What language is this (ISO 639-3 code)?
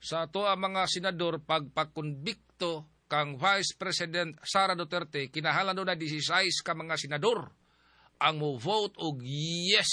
ceb